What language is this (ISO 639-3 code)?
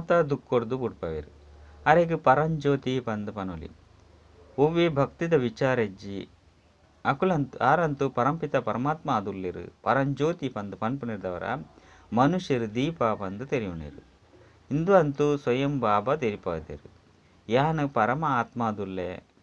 tcy